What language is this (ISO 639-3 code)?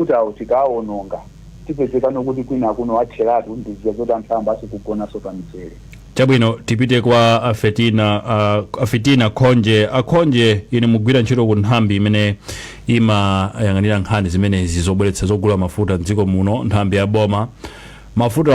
nya